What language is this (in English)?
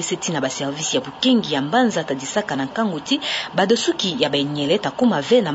Kituba (Democratic Republic of Congo)